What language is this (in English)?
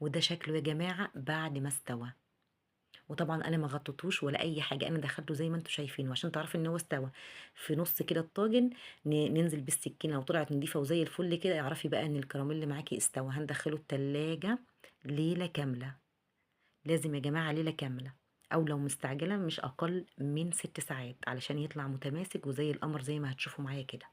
Egyptian Arabic